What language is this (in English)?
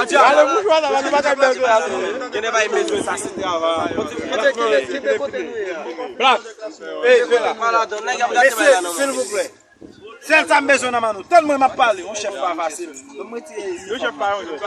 Haitian Creole